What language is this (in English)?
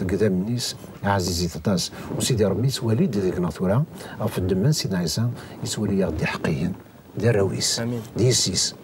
Kabyle